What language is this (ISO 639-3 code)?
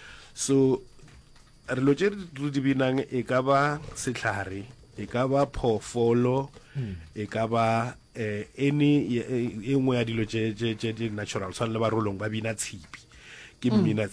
nso